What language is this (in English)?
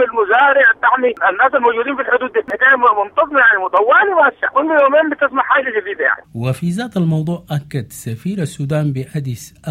Sudanese Arabic